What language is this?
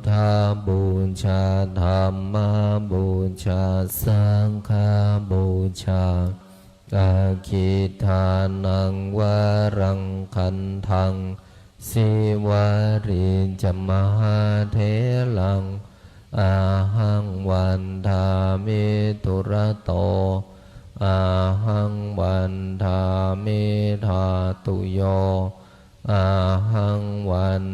Pali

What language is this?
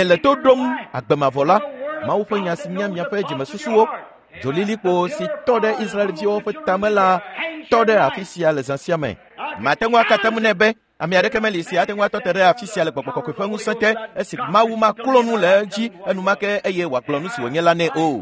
Ewe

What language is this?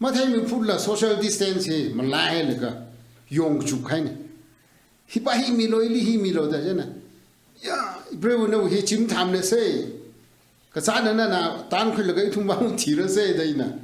Tangkhul Naga (India)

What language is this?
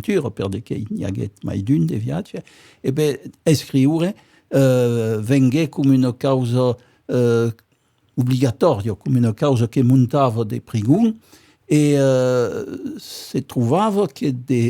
Occitan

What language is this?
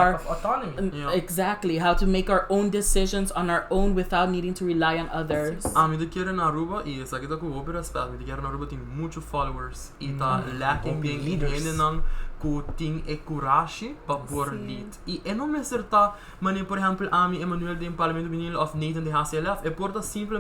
Papiamento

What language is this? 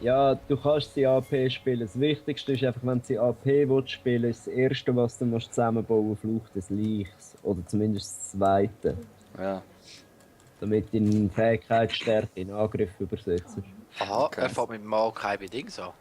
Swiss German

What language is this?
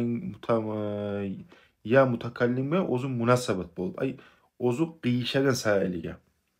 Kumyk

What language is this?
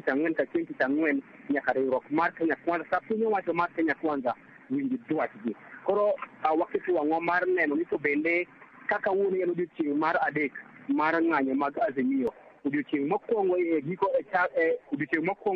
Luo (Kenya and Tanzania)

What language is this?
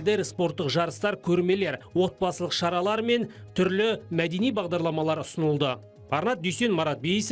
Kazakh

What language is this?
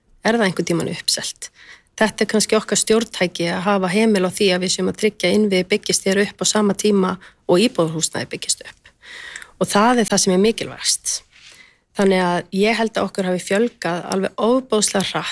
Icelandic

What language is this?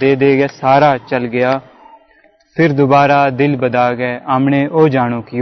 Gujari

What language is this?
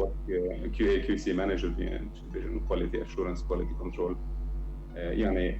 Kurdish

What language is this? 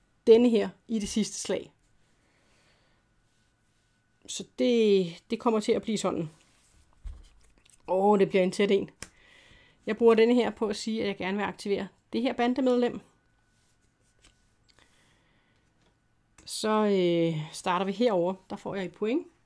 Danish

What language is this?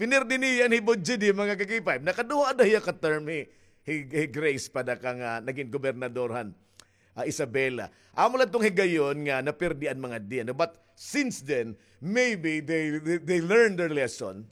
Waray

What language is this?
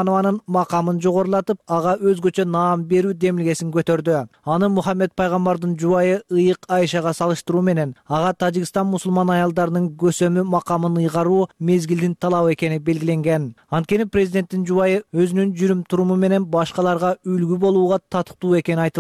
Kyrgyz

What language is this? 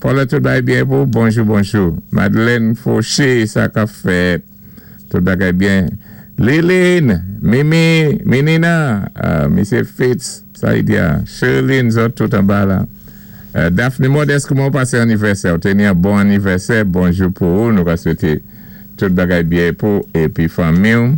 Saint Lucian Creole French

